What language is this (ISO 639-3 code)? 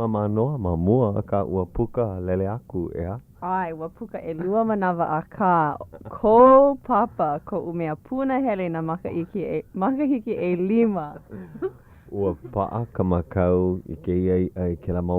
haw